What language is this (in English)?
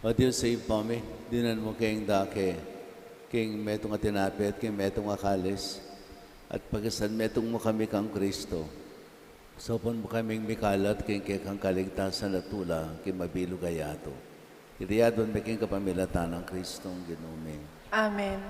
Pampanga